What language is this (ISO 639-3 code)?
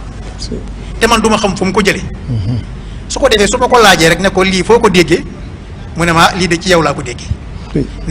wol